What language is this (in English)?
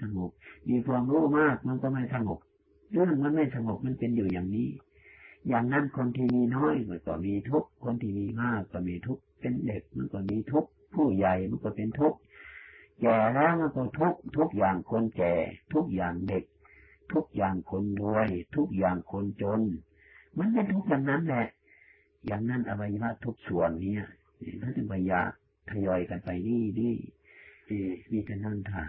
Thai